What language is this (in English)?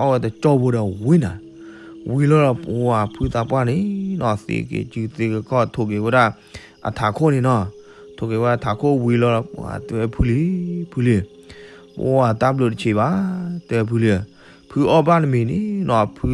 S'gaw Karen